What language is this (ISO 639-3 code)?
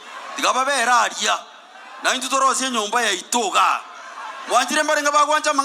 guz